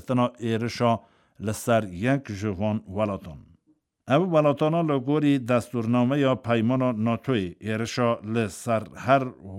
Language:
Kurdish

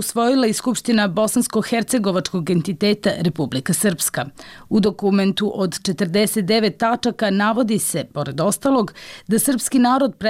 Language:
Bosnian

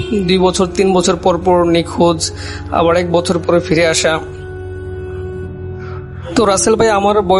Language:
Bangla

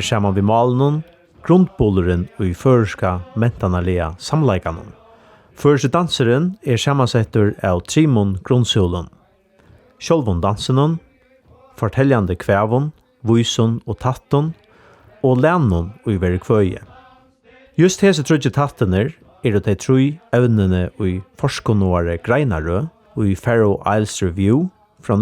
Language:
Faroese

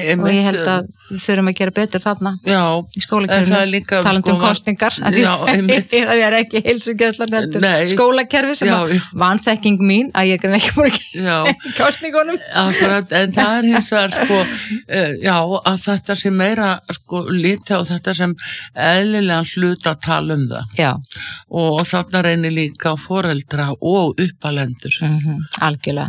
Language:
Icelandic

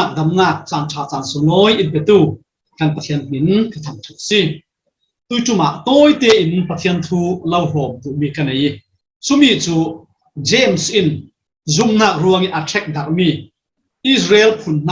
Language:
Falam Chin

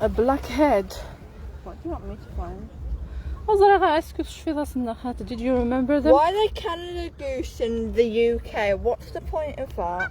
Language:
Kabyle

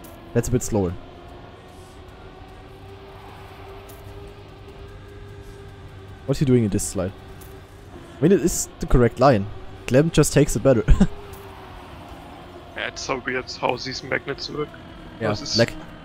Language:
English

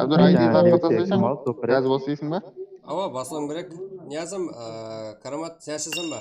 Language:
Kara-Kalpak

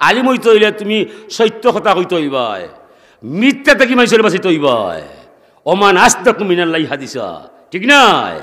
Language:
Sylheti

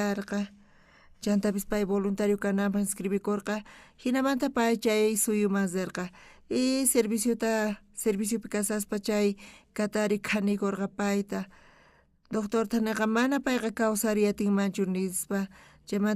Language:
South Bolivian Quechua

